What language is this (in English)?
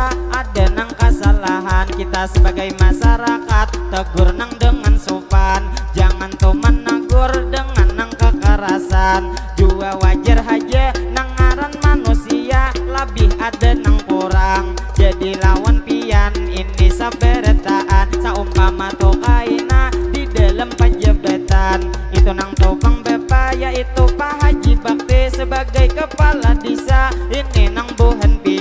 Banjar